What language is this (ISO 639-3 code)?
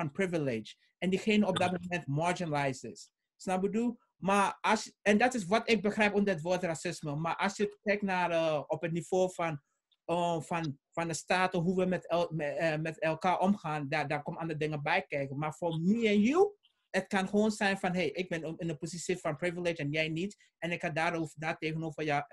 nld